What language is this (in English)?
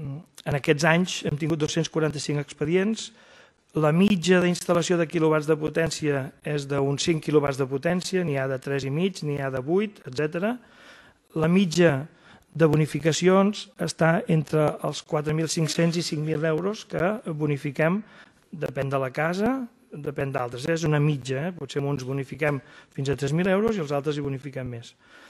Catalan